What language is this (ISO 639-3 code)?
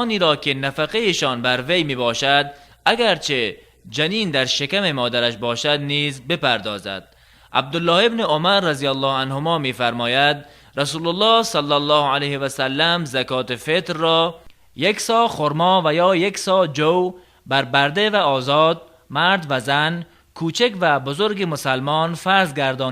tgk